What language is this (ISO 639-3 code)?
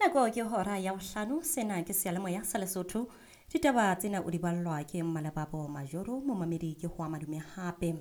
sot